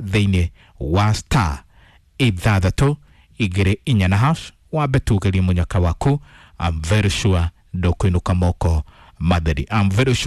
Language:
Kikuyu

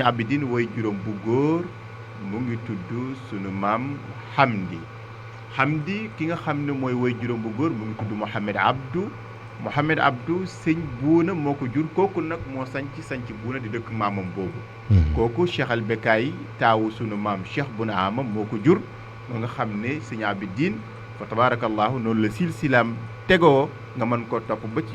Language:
Wolof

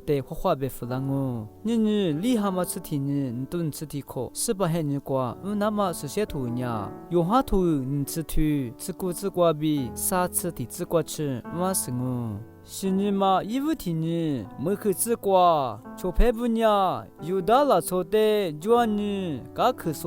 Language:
Lisu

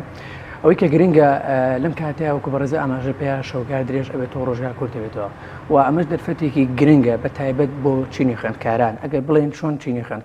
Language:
Central Kurdish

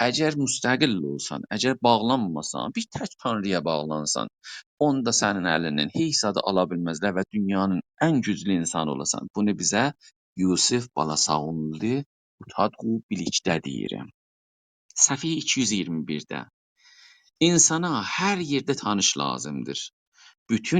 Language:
South Azerbaijani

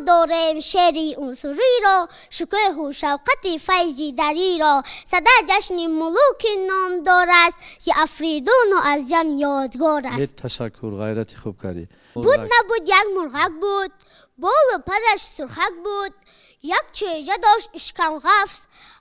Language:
Tajik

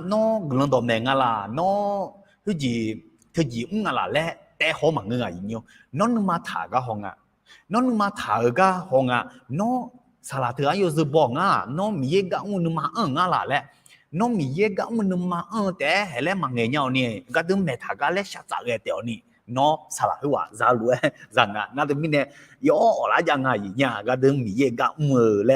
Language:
Akha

